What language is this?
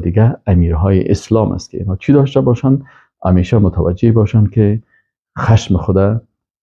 Persian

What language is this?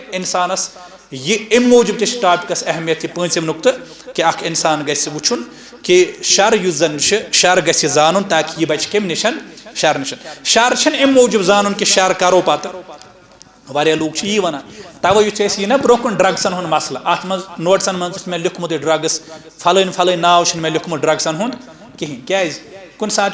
Kashmiri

